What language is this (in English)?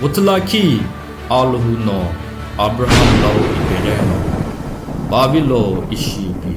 Sumi Naga